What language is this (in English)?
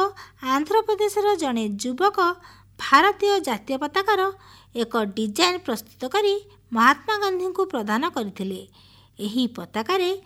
Odia